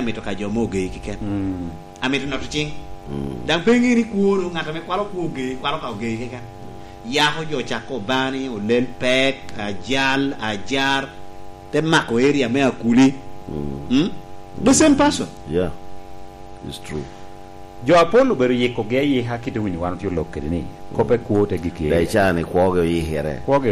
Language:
Lango (Uganda)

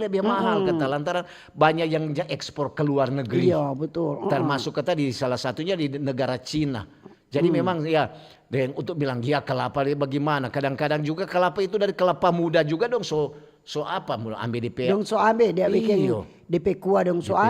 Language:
Manado Malay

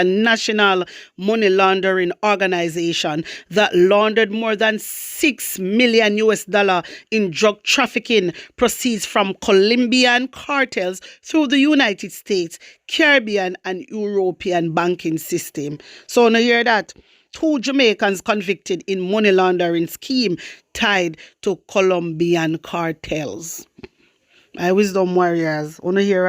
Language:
Jamaican Creole English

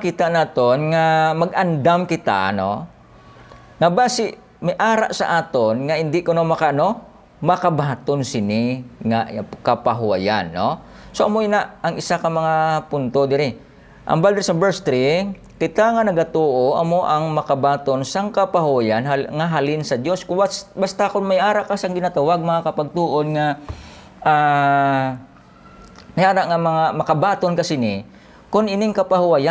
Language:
Hiligaynon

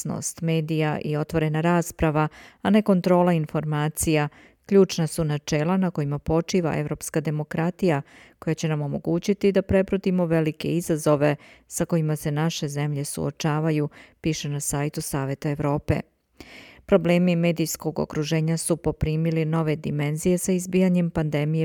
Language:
Serbian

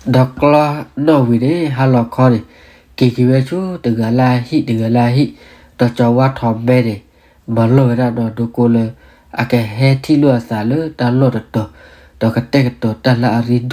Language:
S'gaw Karen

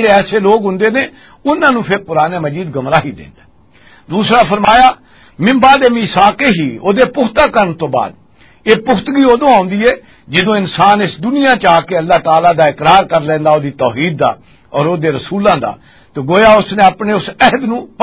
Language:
Western Panjabi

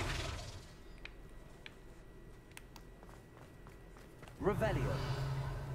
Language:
Dutch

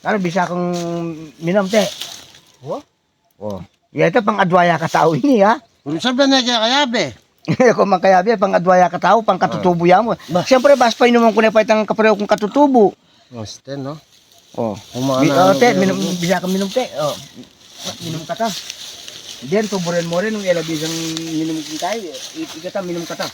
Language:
Pampanga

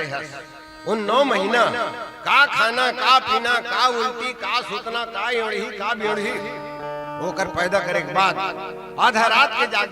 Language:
Chhattisgarhi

